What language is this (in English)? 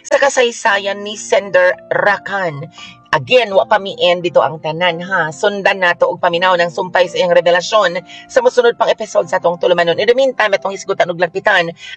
Cebuano